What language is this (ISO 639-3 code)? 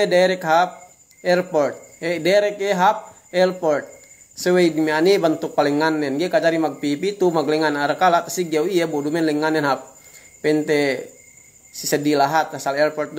yka